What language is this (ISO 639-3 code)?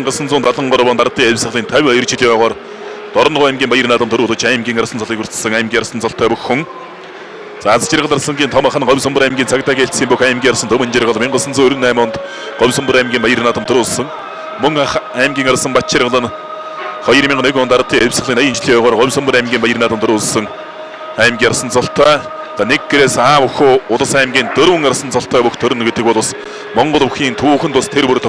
mon